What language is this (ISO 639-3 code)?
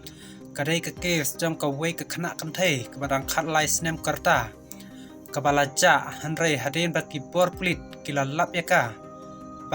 kha